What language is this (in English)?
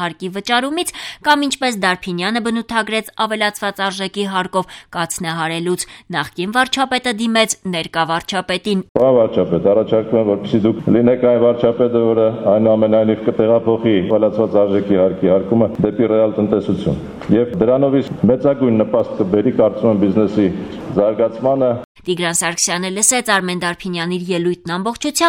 Armenian